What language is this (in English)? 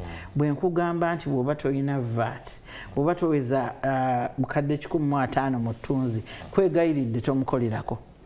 Ganda